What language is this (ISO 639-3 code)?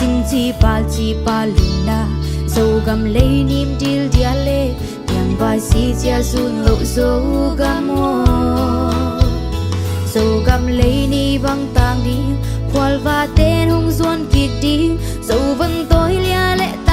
ctd